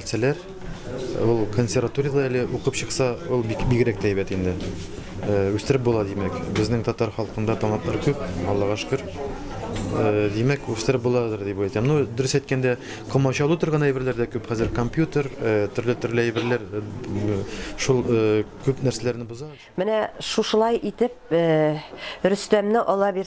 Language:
Tatar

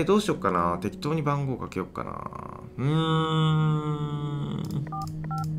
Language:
Japanese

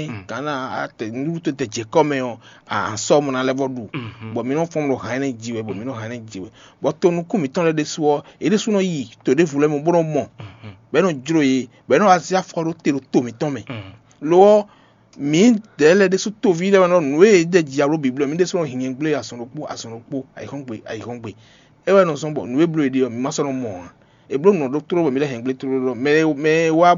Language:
Fon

